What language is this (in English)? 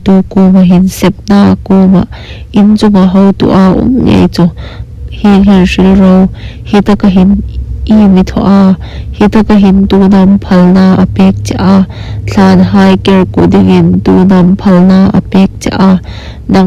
Hmar